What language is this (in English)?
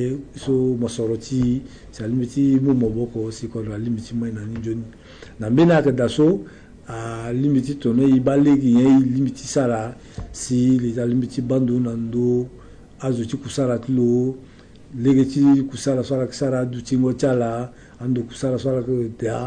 Sango